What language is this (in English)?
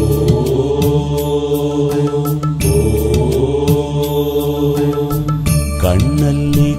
Kannada